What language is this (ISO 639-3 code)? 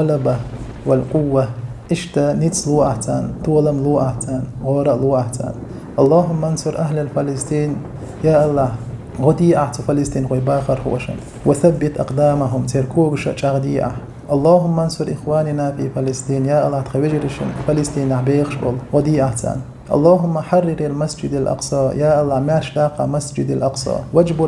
che